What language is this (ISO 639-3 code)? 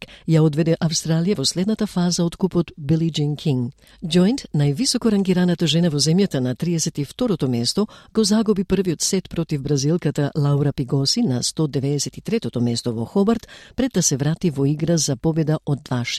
mkd